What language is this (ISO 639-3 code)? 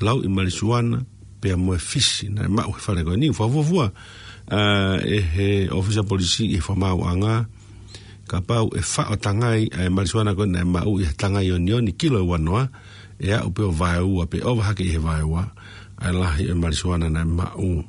ton